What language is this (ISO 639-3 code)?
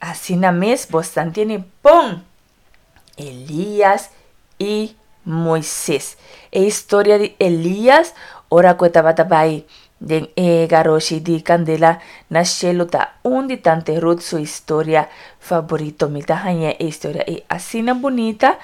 pap